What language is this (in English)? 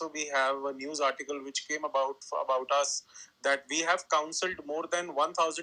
English